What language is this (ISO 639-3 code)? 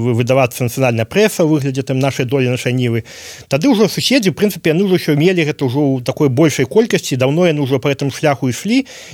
bel